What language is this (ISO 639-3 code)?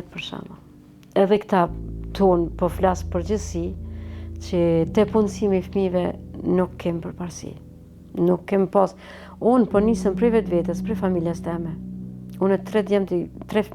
sqi